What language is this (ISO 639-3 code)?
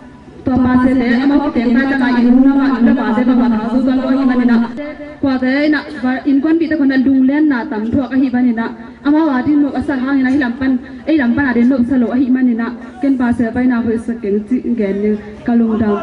ctd